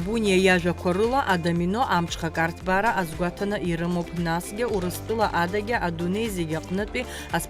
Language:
Abkhazian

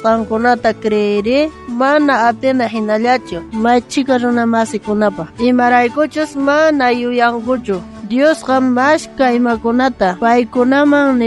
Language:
South Bolivian Quechua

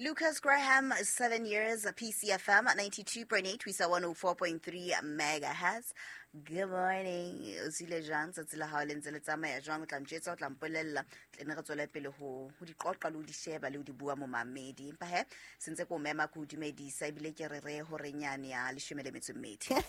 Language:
Southern Sotho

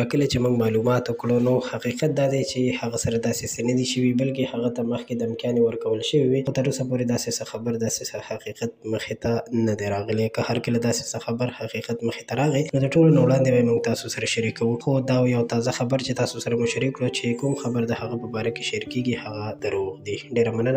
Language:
Pashto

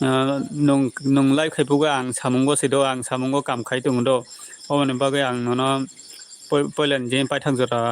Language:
Kok Borok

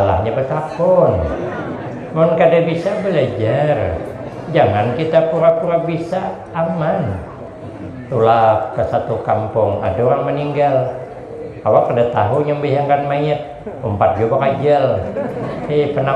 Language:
Banjar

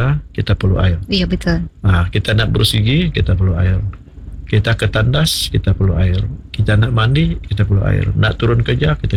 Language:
Malay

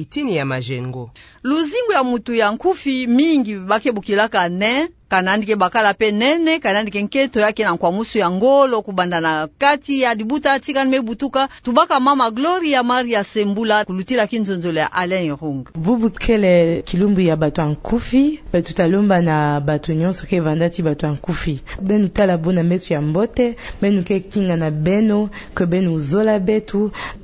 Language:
Kituba (Democratic Republic of Congo)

